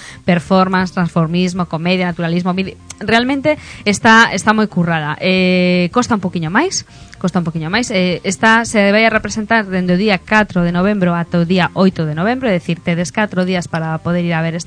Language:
Galician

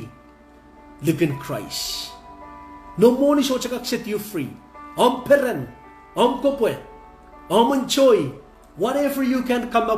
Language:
Pohnpeian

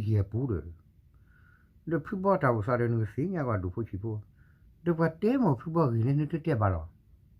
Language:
S'gaw Karen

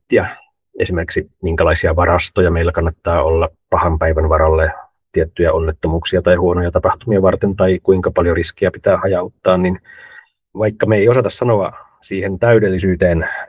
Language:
Finnish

